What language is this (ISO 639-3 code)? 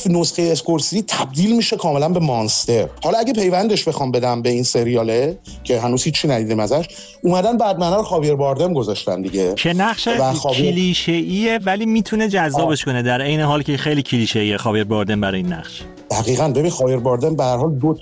fas